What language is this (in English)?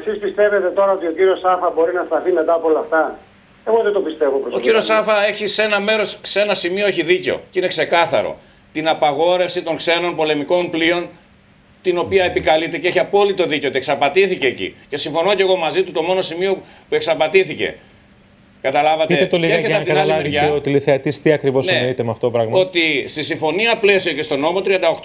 Greek